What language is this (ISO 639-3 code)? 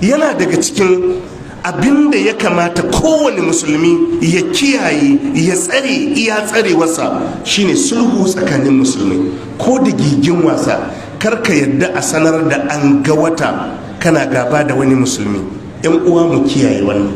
hau